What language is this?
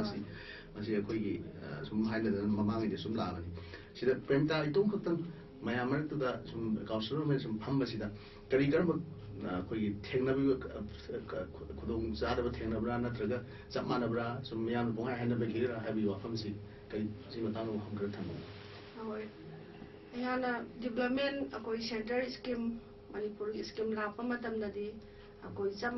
Manipuri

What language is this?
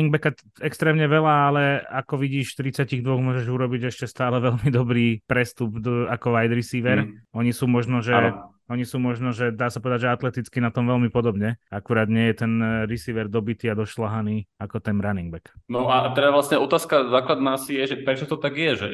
Slovak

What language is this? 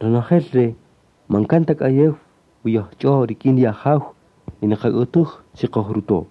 Kaqchikel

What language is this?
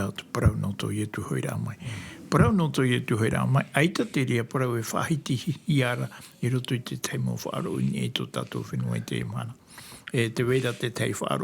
Tahitian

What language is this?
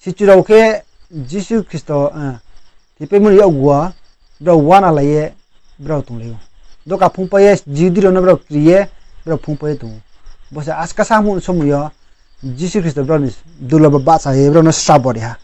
Riang (India)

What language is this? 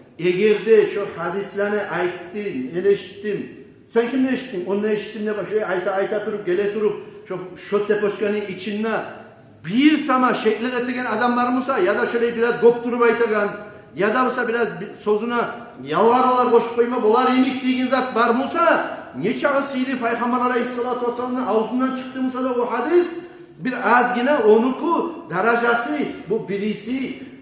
Kumyk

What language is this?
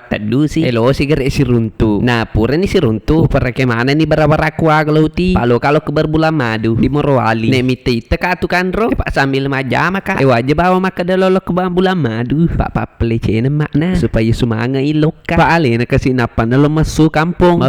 Buginese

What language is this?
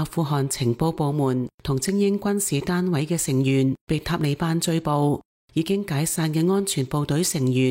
Cantonese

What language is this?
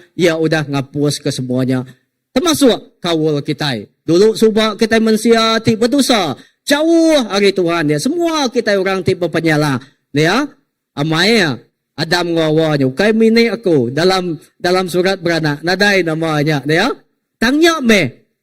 Iban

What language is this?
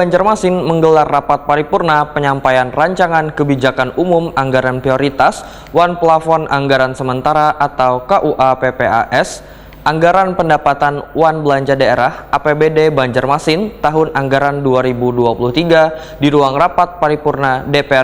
Banjar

